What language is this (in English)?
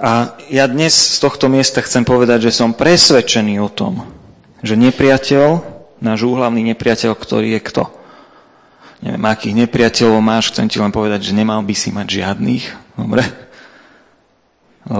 Slovak